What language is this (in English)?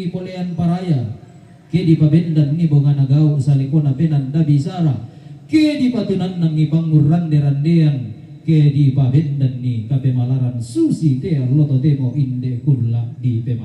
Toraja-Sa'dan